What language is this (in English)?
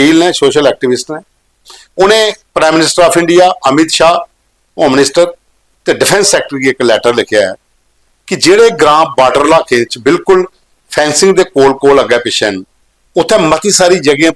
Dogri